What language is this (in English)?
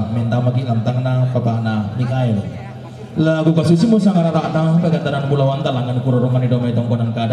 Toraja-Sa'dan